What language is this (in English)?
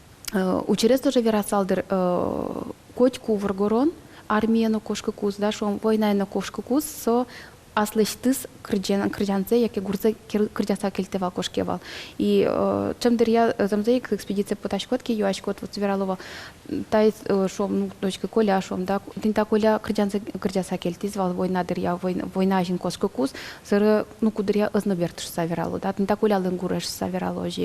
Udmurt